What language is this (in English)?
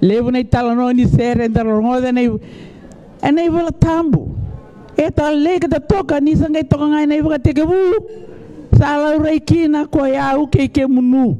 Fijian